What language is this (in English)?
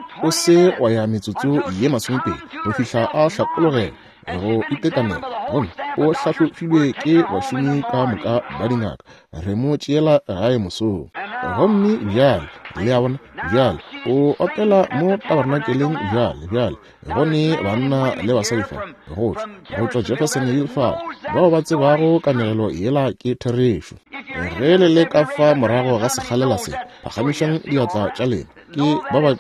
Northern Sotho